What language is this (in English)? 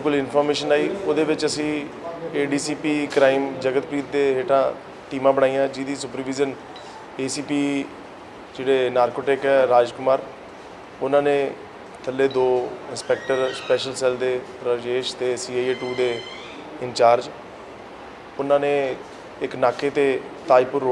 Punjabi